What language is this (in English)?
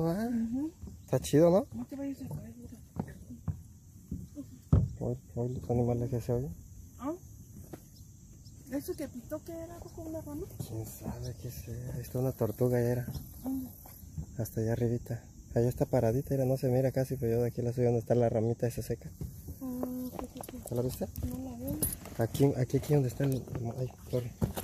Spanish